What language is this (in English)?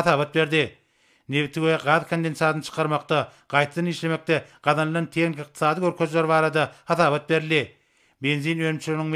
Turkmen